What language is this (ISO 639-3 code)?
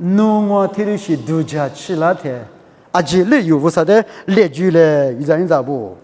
lis